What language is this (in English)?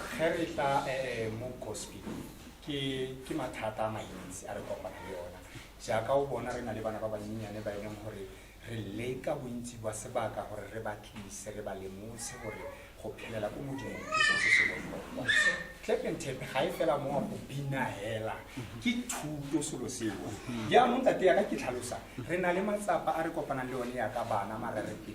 Tswana